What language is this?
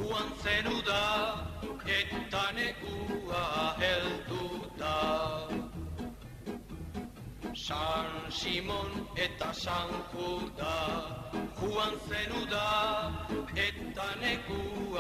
Basque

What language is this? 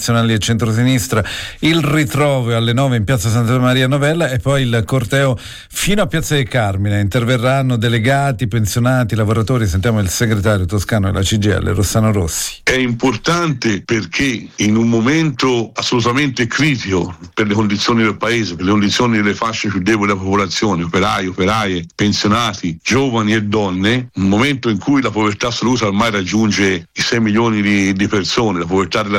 Italian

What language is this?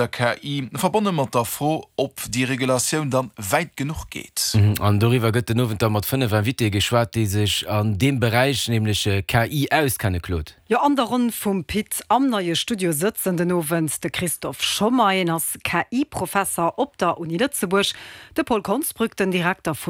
Luxembourgish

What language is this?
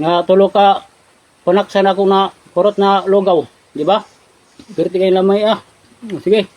Cebuano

